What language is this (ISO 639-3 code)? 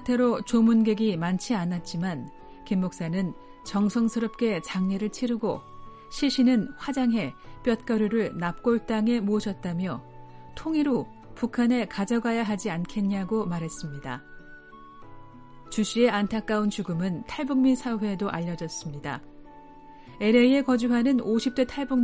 kor